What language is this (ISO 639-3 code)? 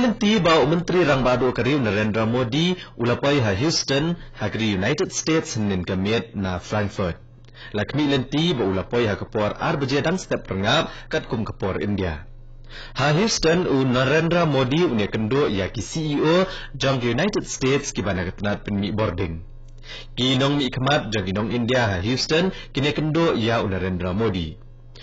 kha